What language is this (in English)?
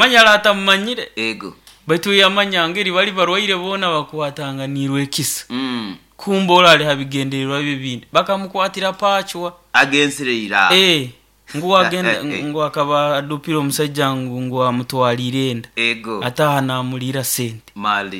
Nyoro